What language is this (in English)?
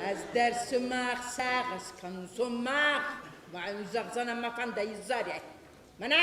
Ossetic